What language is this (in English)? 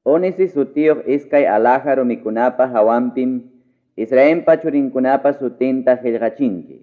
Ayacucho Quechua